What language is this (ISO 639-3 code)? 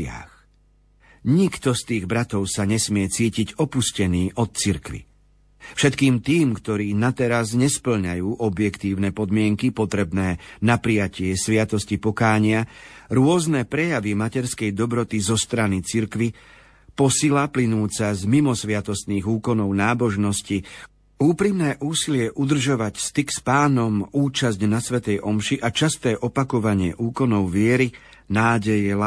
slk